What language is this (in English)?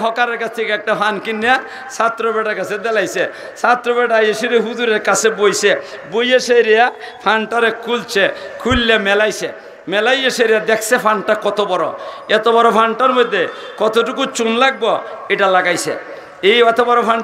Sylheti